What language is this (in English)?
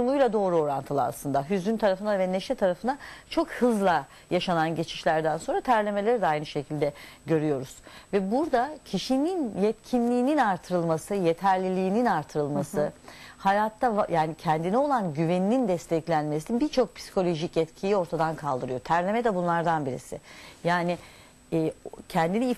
Turkish